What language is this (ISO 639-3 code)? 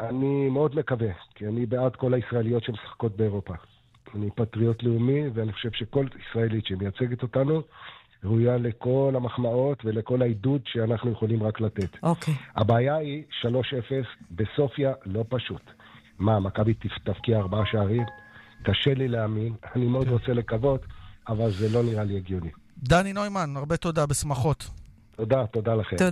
heb